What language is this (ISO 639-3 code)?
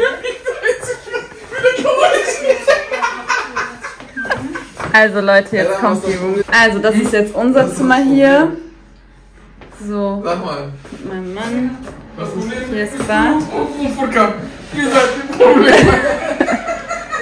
deu